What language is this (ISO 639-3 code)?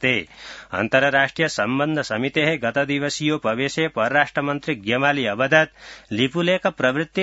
san